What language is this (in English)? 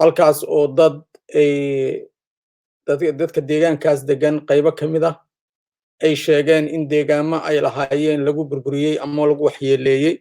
Somali